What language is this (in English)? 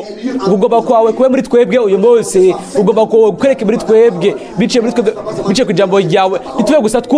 Rundi